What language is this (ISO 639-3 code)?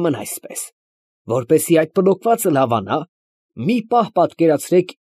hye